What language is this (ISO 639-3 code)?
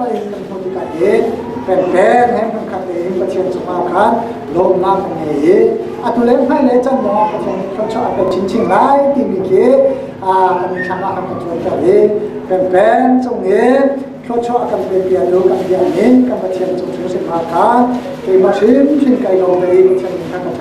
cnh